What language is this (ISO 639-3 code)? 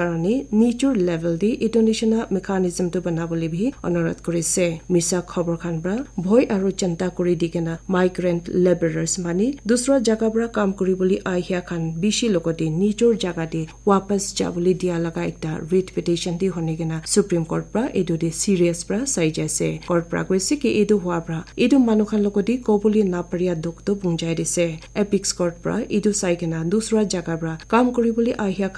nag